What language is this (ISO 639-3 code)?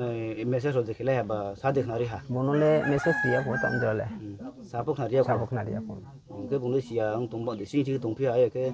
ria